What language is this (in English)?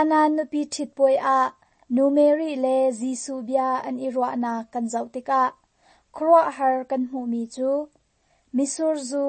Hakha Chin